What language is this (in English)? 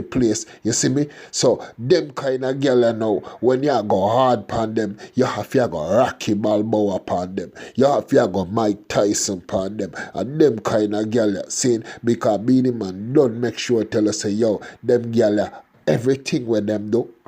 Jamaican Creole English